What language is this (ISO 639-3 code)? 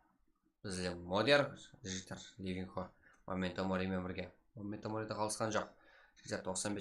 kaa